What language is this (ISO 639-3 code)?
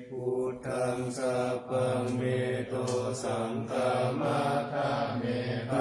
pli